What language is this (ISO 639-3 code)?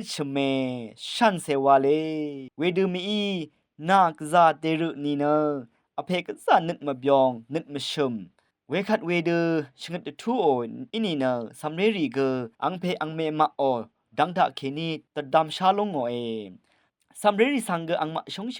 raw